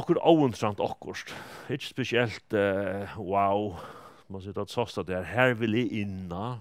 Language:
Faroese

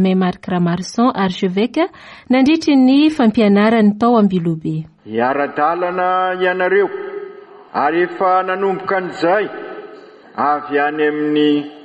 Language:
Malagasy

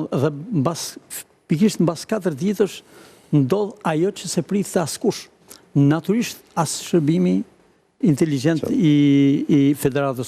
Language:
Albanian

